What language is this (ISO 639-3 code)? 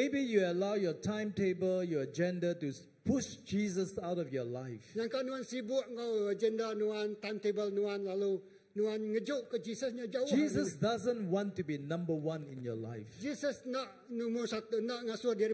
iba